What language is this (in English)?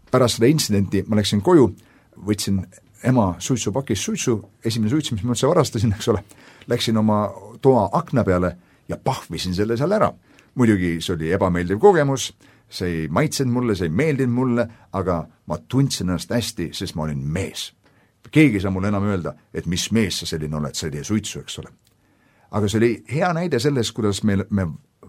Estonian